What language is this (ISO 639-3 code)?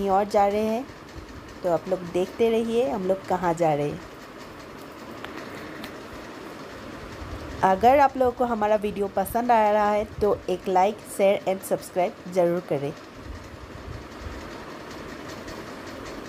hin